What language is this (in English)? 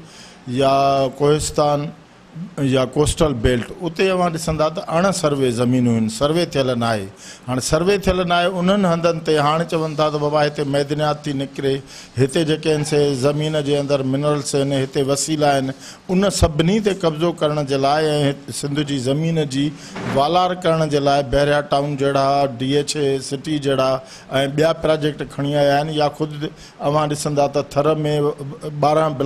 Sindhi